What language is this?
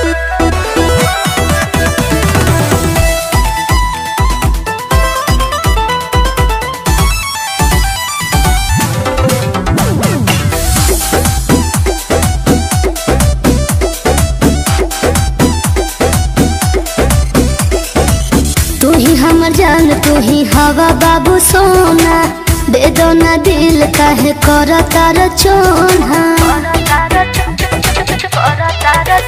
Bhojpuri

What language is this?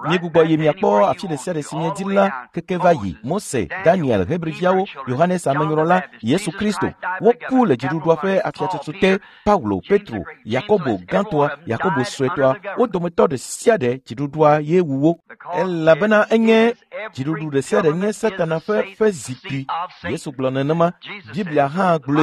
Ewe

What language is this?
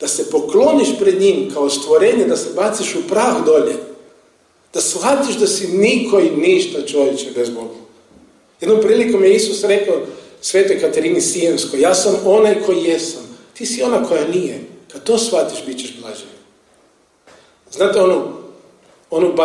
Croatian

